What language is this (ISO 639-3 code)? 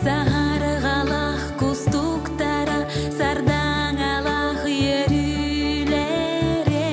sah